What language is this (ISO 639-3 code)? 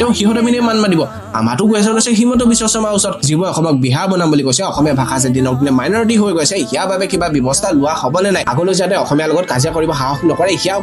asm